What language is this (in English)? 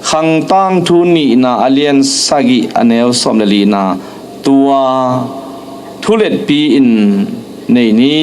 Tedim Chin